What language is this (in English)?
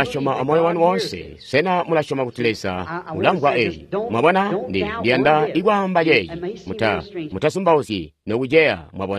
Tonga (Zambia)